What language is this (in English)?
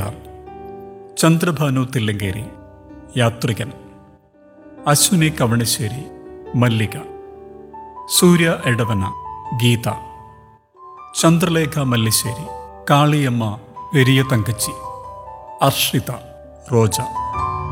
Malayalam